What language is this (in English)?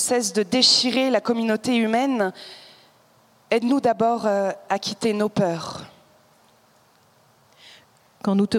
French